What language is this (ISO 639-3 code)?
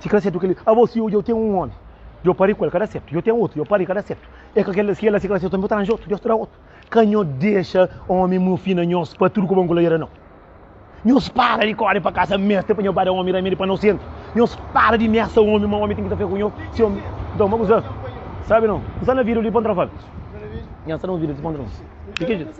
kea